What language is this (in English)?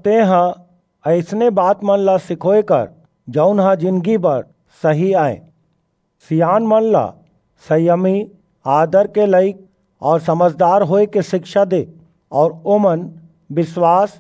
Chhattisgarhi